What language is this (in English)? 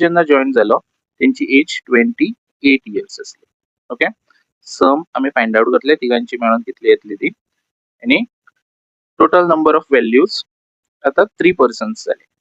Konkani